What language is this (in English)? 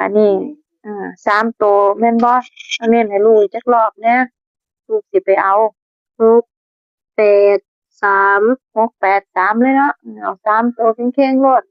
Northeastern Thai